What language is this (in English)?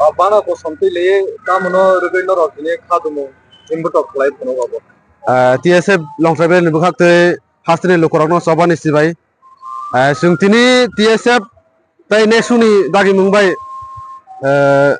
Riang (India)